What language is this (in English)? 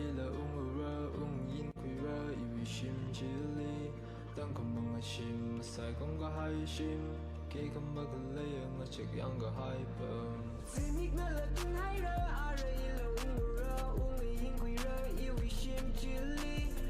Tangkhul Naga (India)